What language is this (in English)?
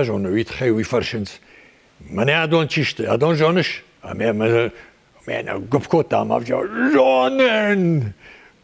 Ossetic